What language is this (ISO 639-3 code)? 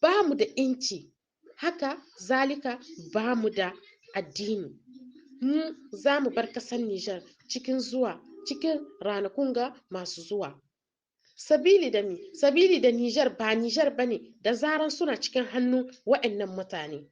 hau